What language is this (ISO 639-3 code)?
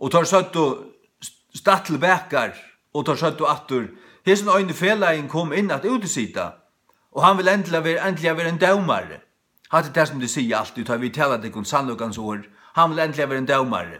fao